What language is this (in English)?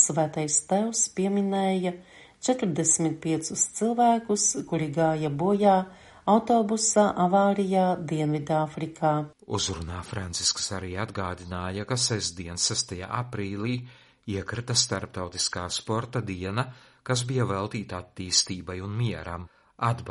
Latvian